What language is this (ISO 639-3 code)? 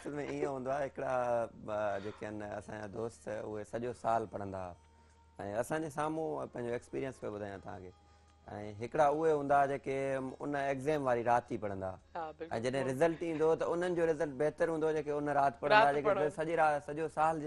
snd